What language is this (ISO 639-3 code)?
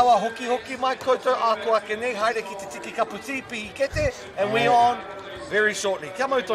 mri